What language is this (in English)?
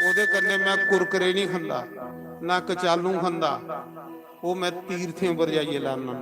Dogri